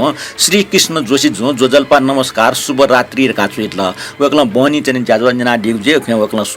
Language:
Newari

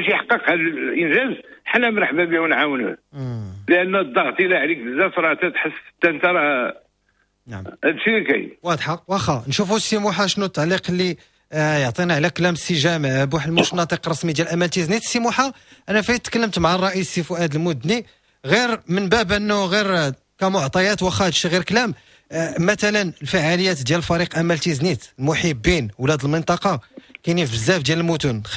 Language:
Moroccan Arabic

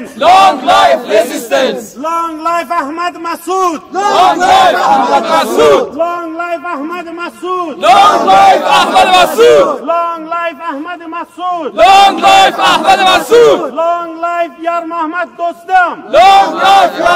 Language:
Persian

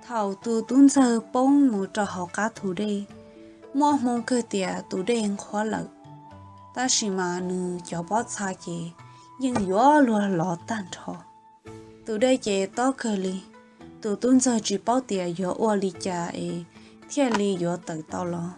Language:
Hmong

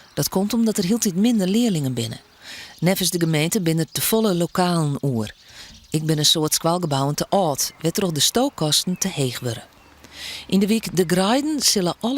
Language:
Western Frisian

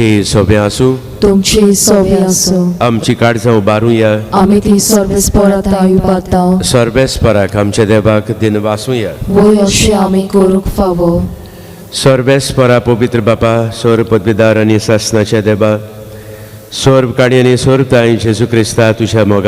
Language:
Konkani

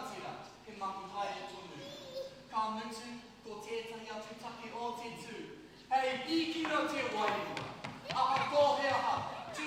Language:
Māori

